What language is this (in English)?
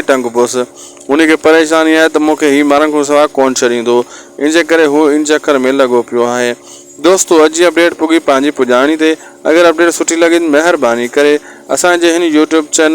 Sindhi